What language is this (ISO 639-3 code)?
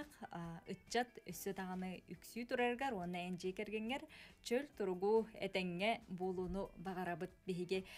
sah